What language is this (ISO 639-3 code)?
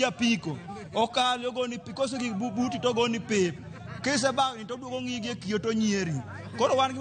luo